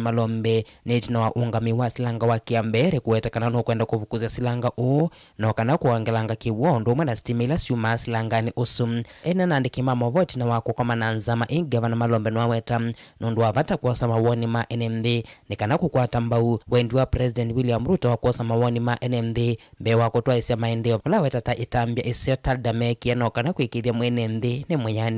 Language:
Kamba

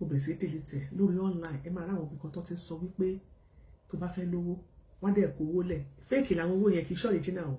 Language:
Yoruba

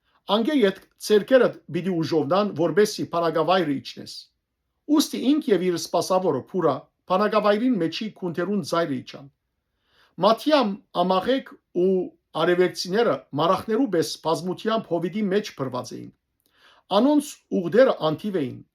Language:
Western Armenian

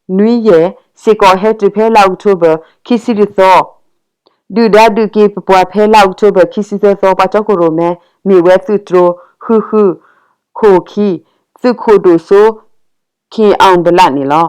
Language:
S'gaw Karen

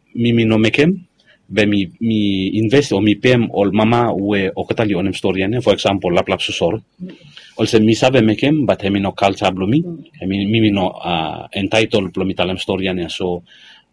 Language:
Bislama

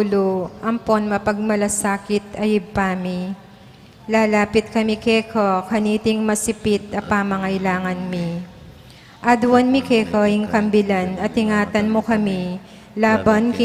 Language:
Pampanga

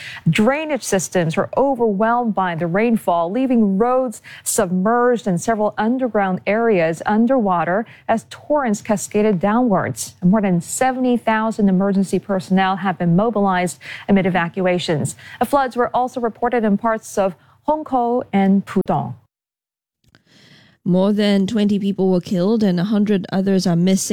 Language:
English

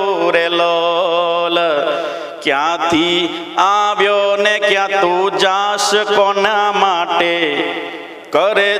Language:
Gujarati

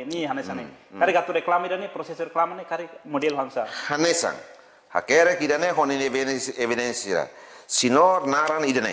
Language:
Tetum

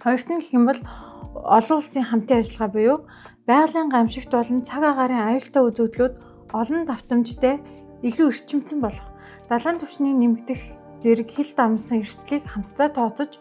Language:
Mongolian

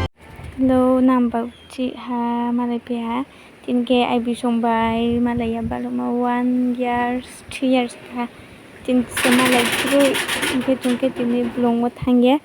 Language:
Riang (India)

